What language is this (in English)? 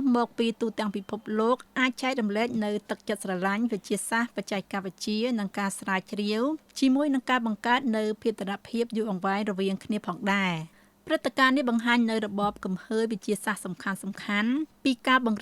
Khmer